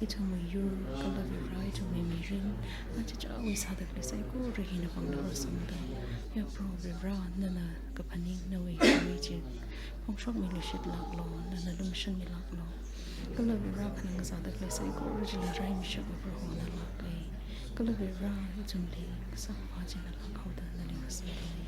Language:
Tangkhul Naga (India)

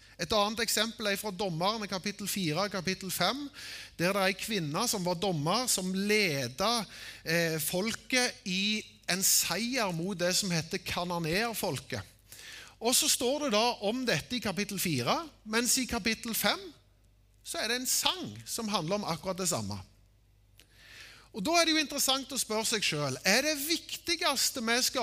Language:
Norwegian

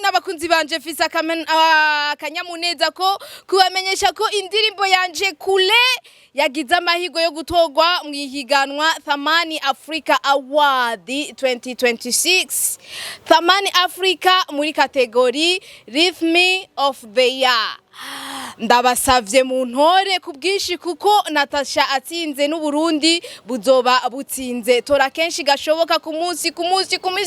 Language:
Rundi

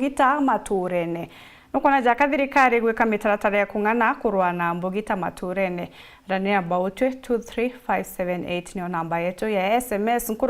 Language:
Meru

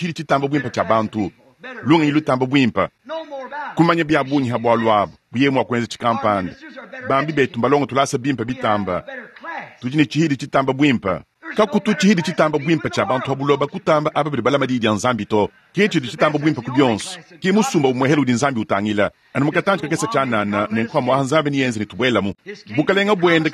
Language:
Luba-Lulua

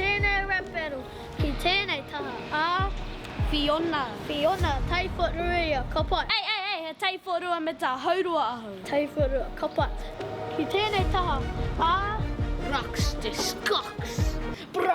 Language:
Māori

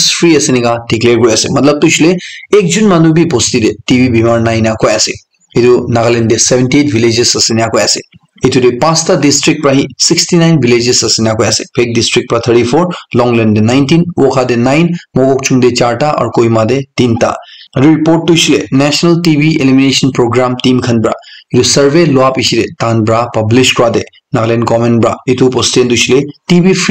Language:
Naga Pidgin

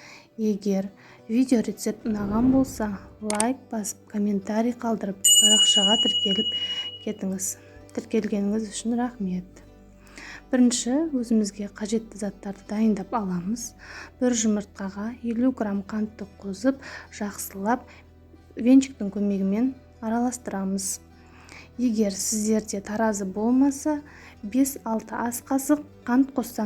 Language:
Kazakh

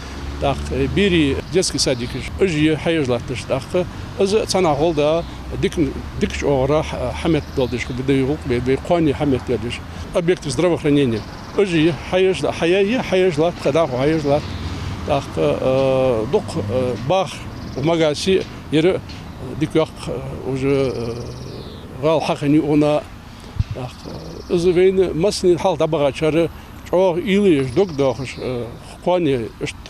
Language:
Ingush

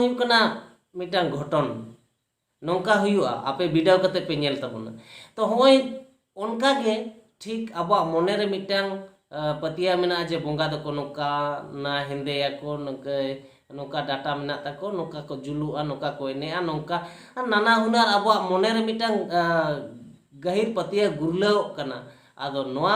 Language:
Santali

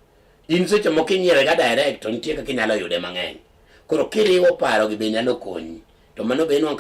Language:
Luo (Kenya and Tanzania)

